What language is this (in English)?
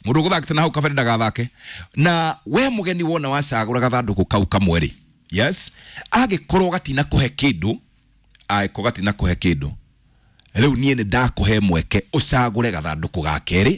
Kikuyu